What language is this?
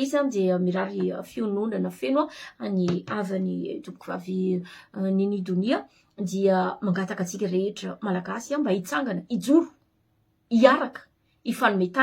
Malagasy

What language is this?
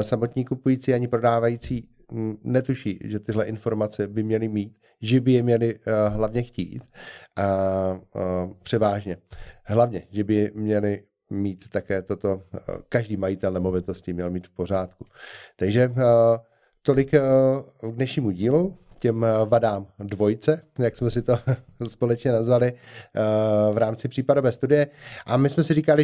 Czech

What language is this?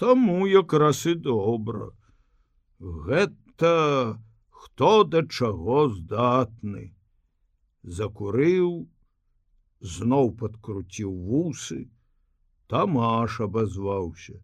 Belarusian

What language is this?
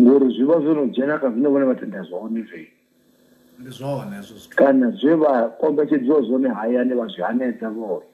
Venda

